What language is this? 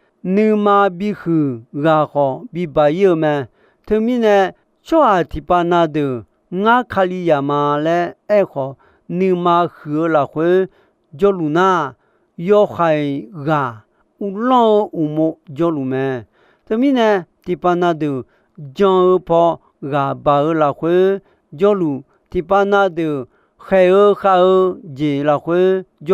Akha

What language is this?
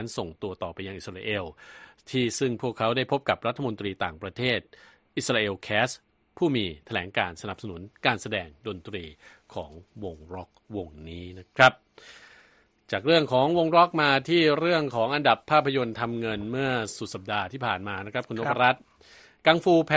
Thai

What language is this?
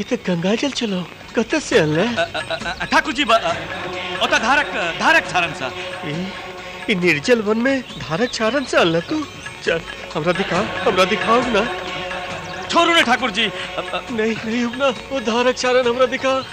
Maithili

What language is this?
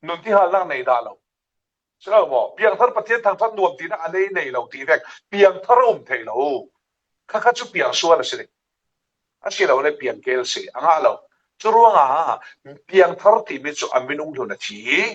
Falam Chin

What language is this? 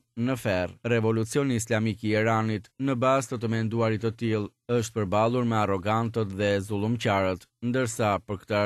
Albanian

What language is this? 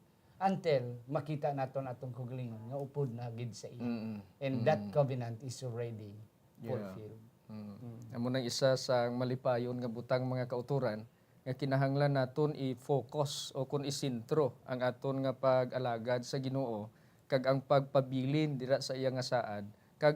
Hiligaynon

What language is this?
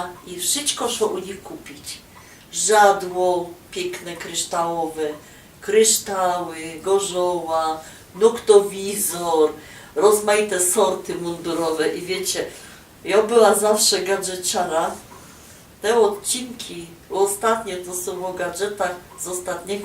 Silesian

